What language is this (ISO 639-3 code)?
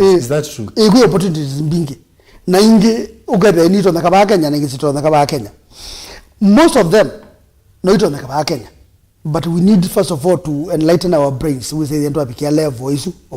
kam